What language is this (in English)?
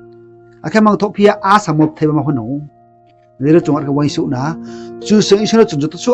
Riang (India)